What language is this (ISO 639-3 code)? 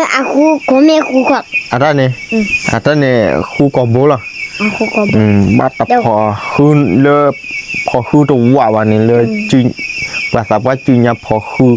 ksw